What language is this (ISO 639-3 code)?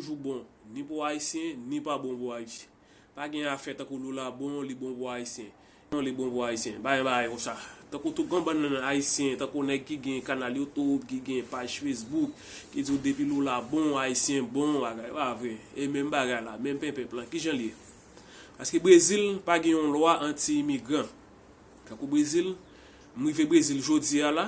hat